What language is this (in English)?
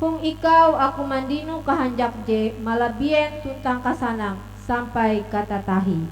Ngaju